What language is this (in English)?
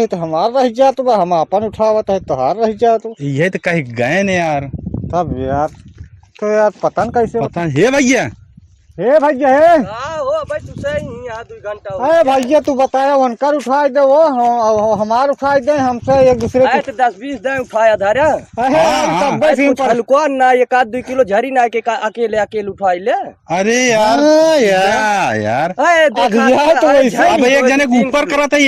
Awadhi